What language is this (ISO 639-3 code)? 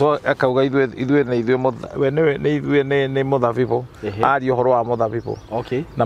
kik